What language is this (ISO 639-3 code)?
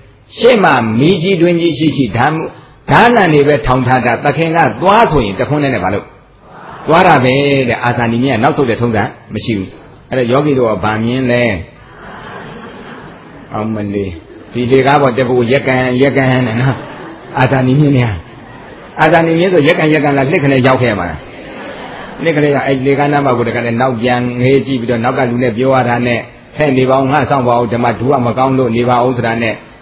mya